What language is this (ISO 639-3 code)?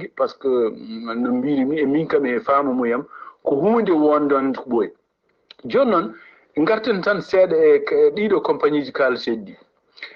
ful